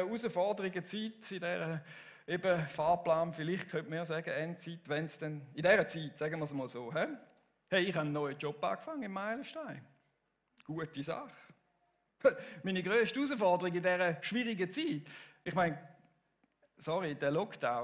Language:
Swiss German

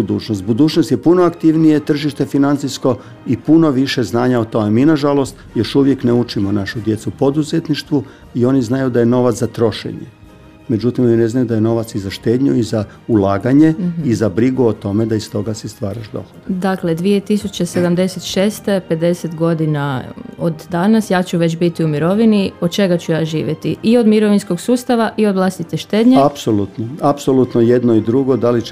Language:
Croatian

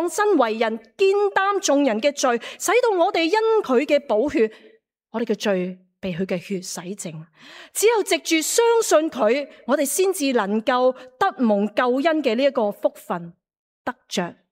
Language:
Cantonese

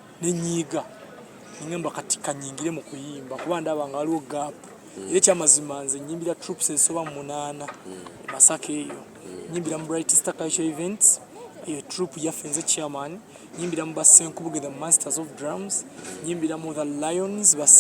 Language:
Ganda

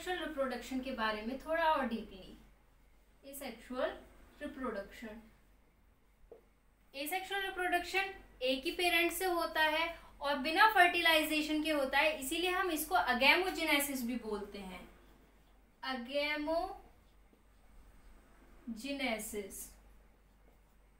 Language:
Hindi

